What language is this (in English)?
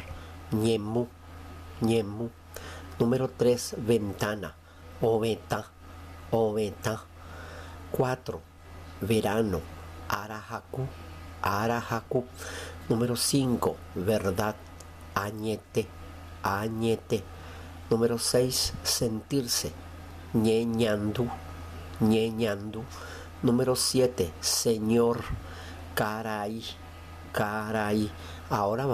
Guarani